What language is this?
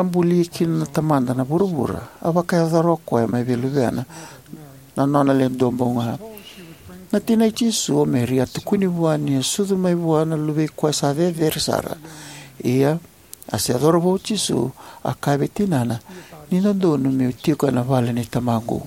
Fijian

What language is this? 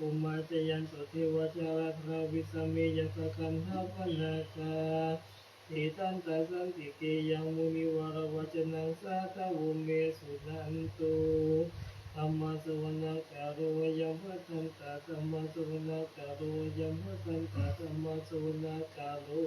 Pali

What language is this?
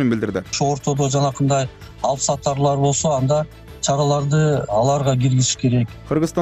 Kyrgyz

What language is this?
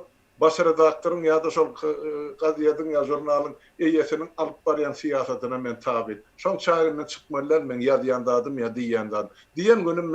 Turkmen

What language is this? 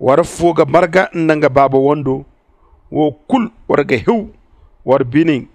Zarma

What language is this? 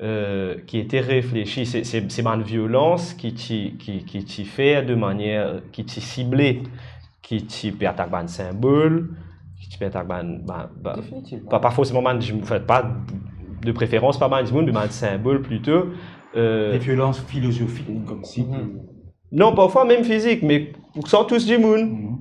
Morisyen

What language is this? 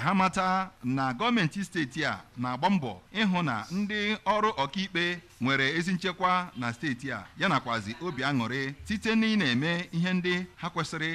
Igbo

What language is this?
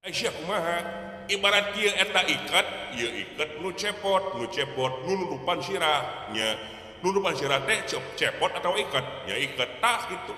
Sundanese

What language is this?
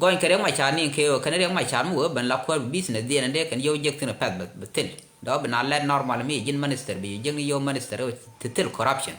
Nuer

